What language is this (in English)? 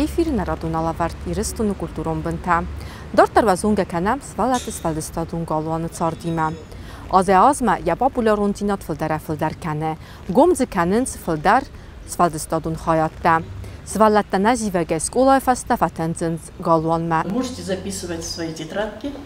Ossetic